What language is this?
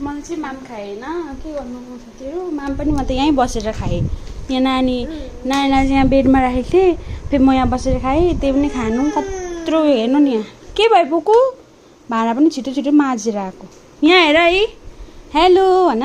Nepali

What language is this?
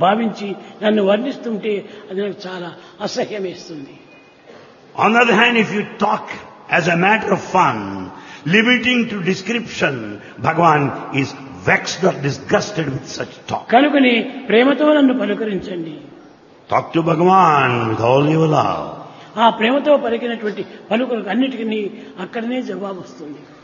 Telugu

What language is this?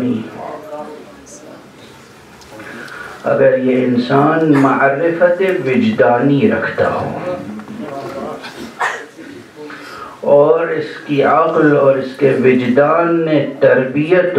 Urdu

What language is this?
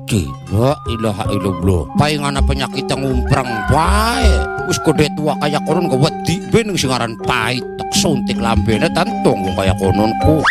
Indonesian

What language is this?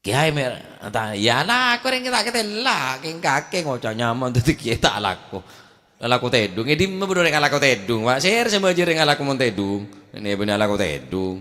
Madurese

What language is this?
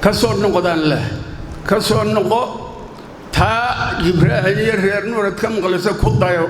Somali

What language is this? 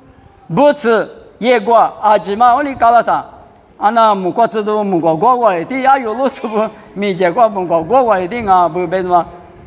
Lisu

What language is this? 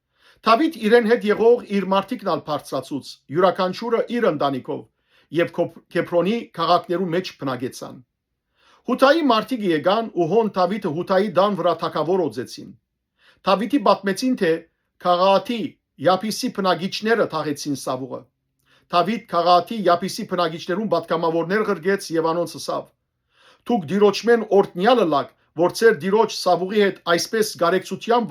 Western Armenian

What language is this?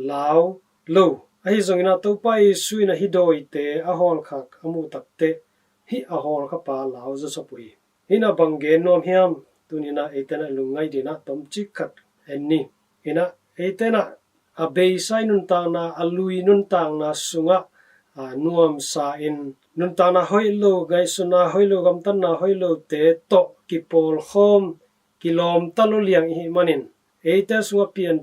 Tedim Chin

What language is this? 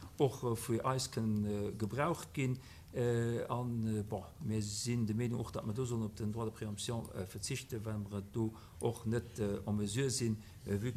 Luxembourgish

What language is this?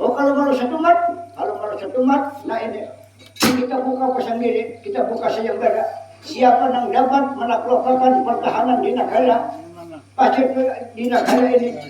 Banjar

